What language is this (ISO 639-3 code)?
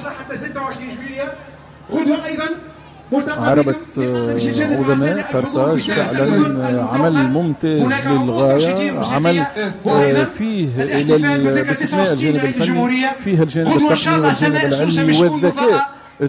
aeb